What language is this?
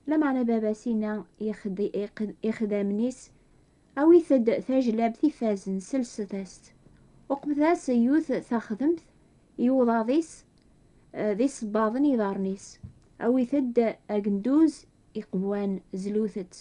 Kabyle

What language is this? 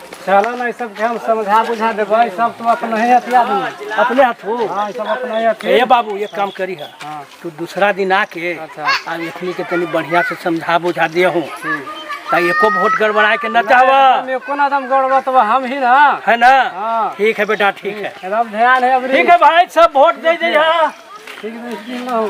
Magahi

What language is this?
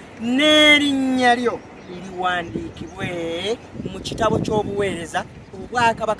Ganda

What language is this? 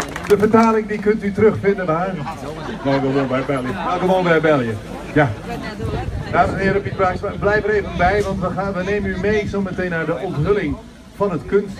Dutch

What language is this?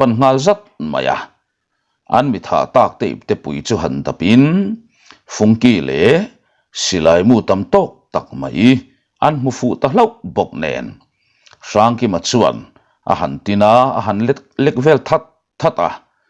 Mizo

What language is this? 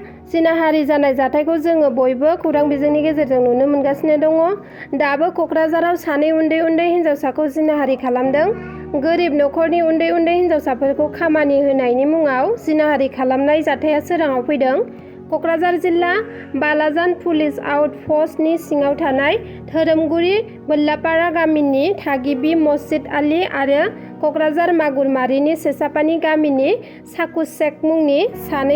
Bodo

